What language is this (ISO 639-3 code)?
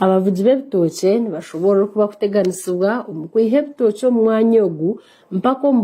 nyn